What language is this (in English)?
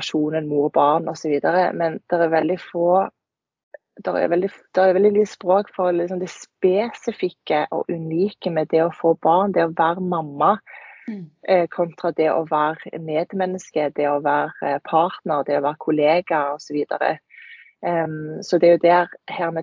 Norwegian